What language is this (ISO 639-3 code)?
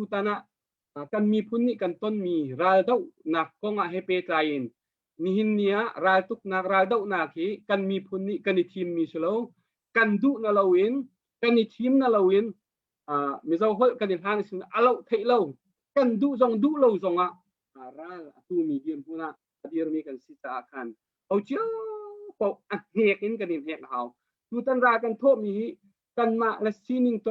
cnh